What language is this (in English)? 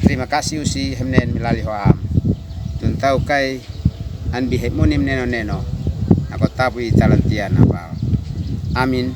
Uab Meto